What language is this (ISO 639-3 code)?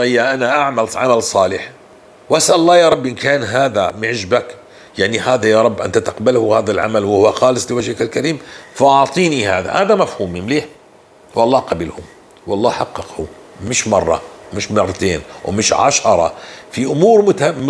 apc